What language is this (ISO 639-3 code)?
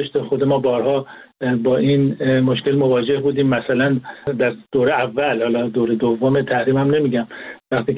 fas